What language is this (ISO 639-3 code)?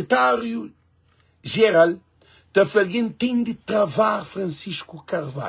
kea